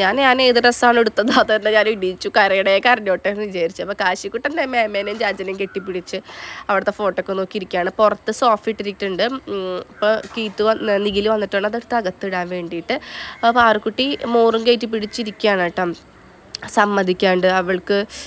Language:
Malayalam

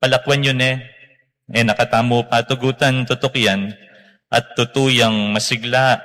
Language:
Pampanga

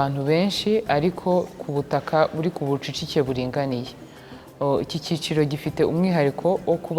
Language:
Kinyarwanda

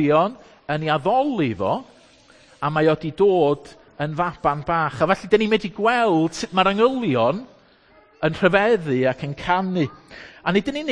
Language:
Welsh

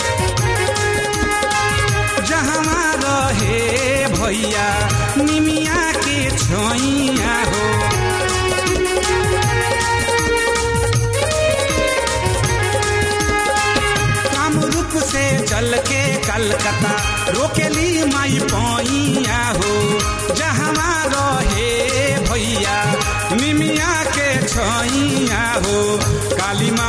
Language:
Bhojpuri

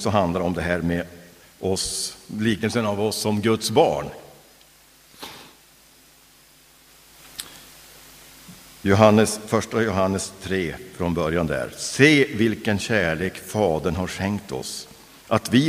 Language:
Swedish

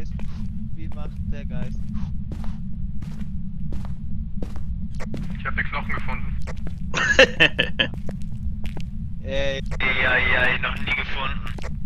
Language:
German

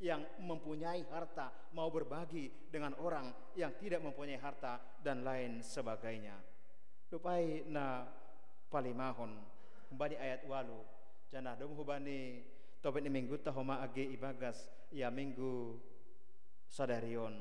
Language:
Batak Simalungun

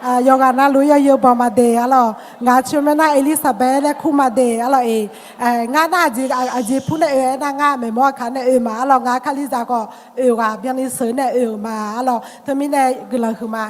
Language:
Akha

